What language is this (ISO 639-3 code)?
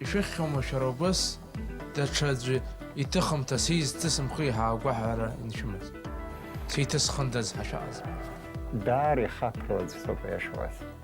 abk